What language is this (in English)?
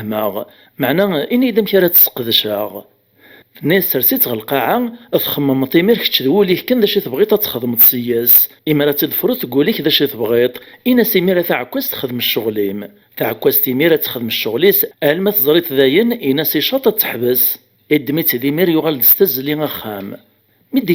Kabyle